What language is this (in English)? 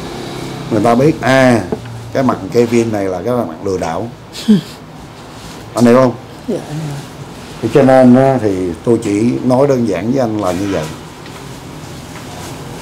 Vietnamese